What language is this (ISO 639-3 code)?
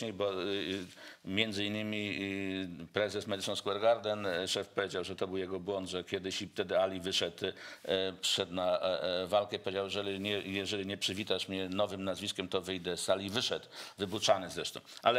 pol